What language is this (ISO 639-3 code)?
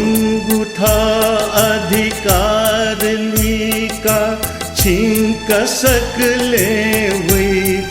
new